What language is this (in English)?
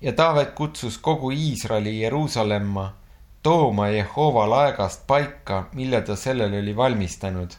Estonian